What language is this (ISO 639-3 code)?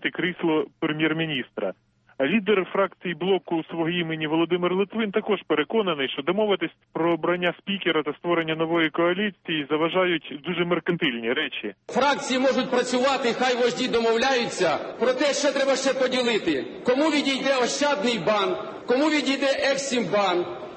ukr